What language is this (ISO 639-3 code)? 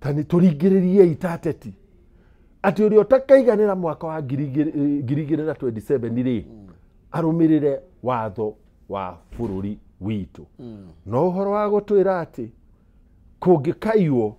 kik